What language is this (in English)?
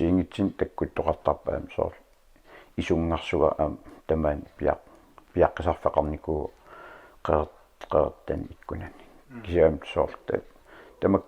Kalaallisut